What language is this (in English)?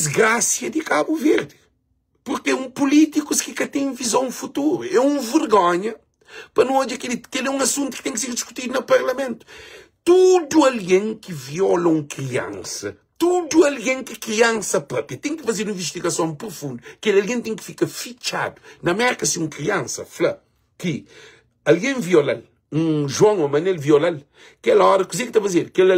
Kabuverdianu